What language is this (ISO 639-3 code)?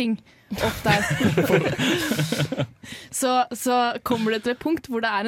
nor